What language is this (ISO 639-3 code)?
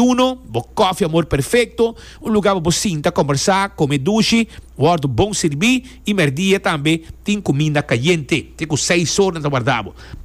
pap